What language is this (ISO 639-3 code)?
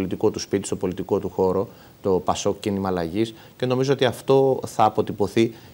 ell